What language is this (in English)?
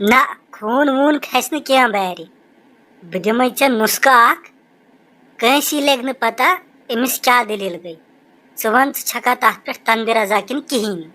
Kashmiri